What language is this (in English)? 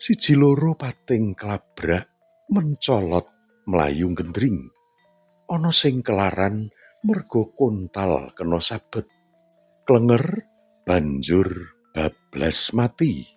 Javanese